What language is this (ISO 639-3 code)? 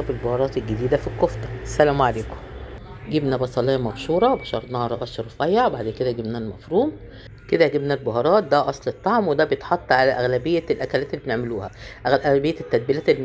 arz